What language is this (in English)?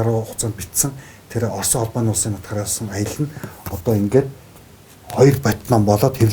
Mongolian